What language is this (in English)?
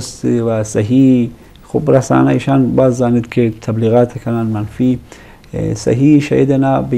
Eastern Balochi